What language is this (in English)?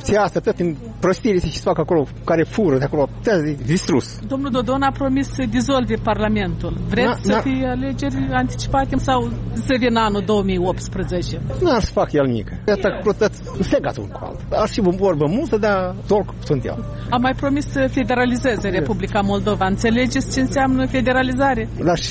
Romanian